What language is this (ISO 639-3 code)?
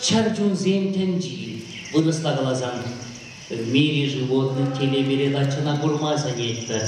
chv